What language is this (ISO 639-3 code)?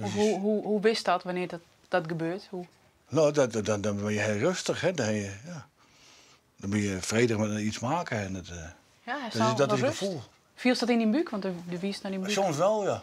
fry